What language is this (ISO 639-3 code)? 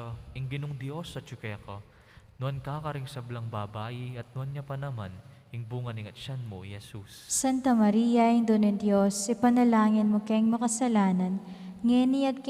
pam